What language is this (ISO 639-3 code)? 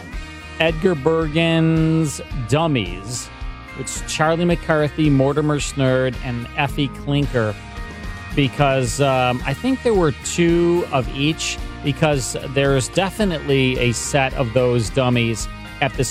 eng